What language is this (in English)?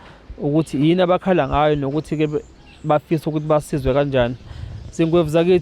Zulu